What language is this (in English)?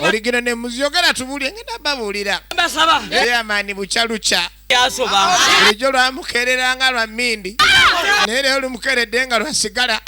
Ganda